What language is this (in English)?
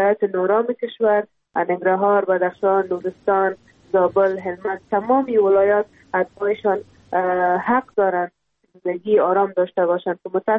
Persian